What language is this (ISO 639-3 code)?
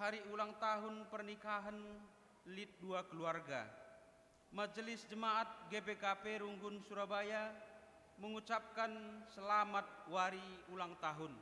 btx